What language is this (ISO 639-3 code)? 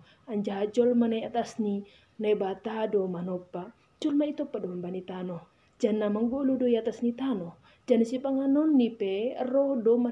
bts